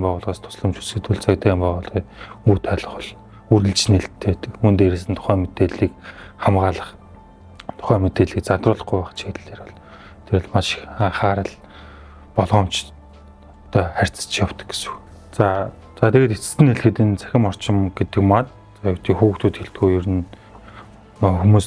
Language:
Mongolian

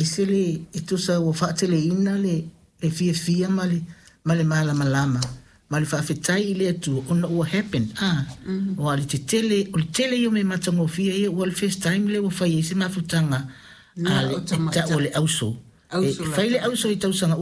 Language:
Samoan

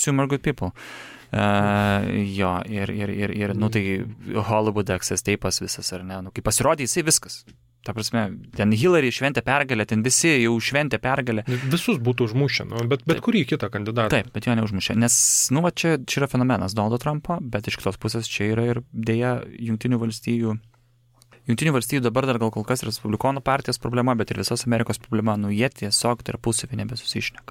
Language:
Lithuanian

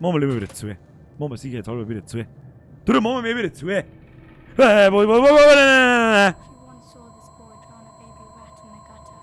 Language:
Bavarian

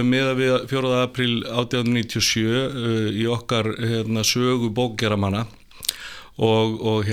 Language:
Icelandic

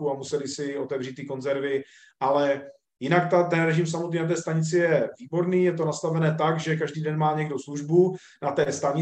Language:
Czech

